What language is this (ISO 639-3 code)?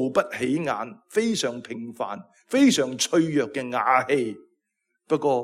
yue